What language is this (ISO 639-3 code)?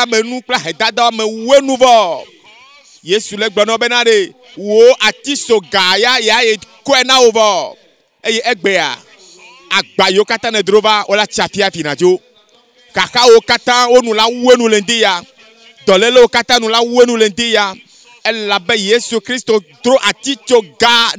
ewe